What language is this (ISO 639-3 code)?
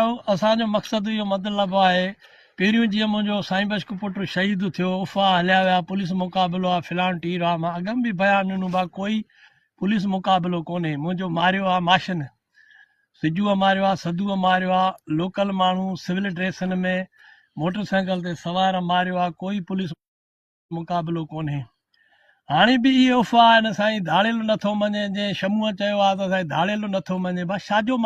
snd